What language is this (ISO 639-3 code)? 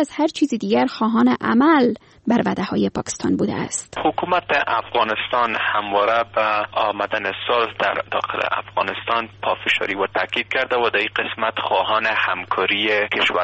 fas